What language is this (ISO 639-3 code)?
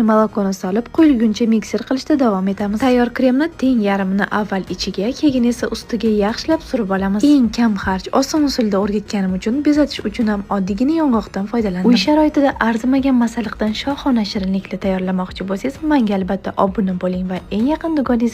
uzb